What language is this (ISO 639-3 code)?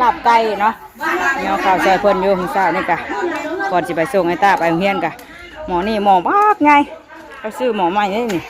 tts